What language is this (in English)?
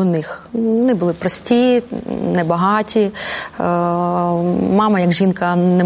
Ukrainian